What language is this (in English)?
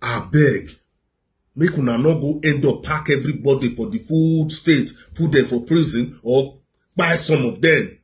Nigerian Pidgin